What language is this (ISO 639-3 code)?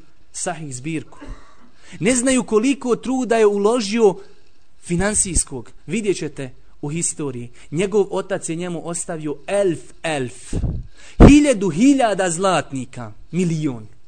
bos